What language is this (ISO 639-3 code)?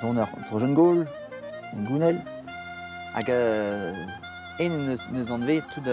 bre